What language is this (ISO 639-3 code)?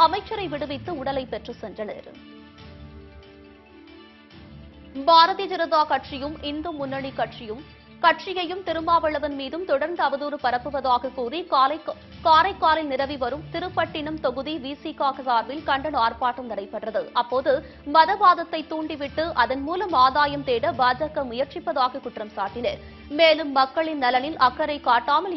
tam